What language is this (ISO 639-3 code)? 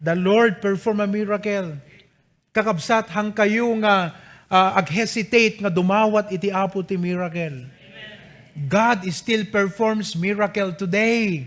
ilo